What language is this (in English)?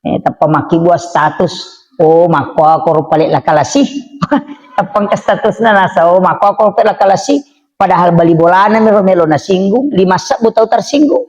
Buginese